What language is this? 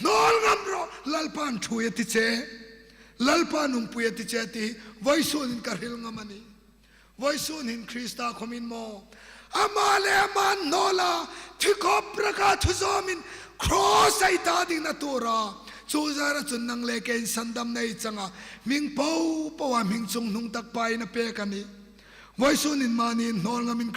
Hmar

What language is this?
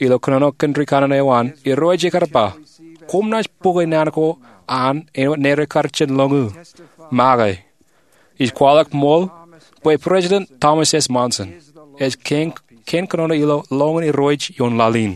Marshallese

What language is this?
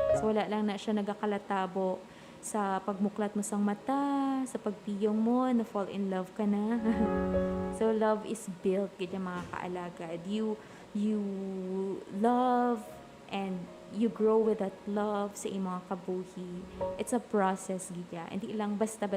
Hiligaynon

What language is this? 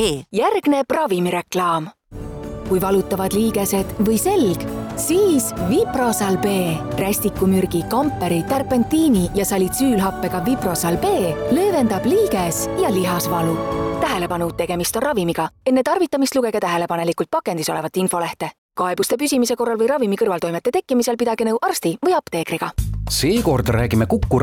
Estonian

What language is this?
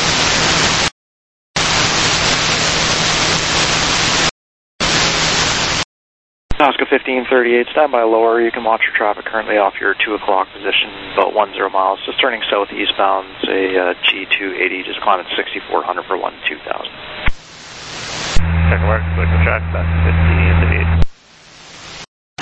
English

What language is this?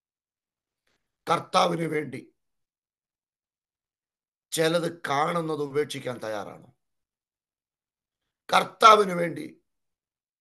Malayalam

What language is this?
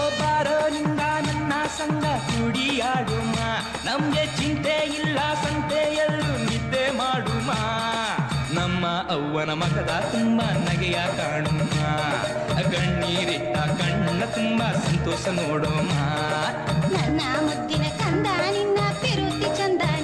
Kannada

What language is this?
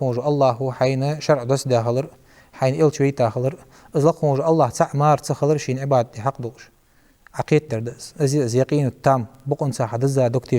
Ingush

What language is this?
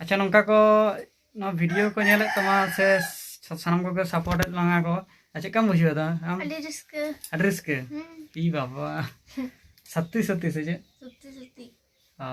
Santali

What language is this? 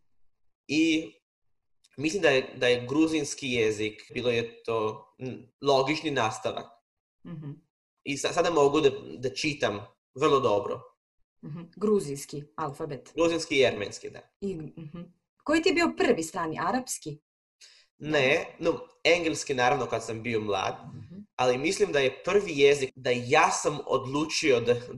Serbian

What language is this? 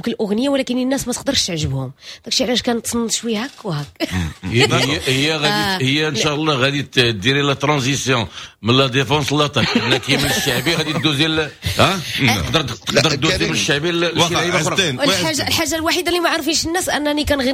Moroccan Arabic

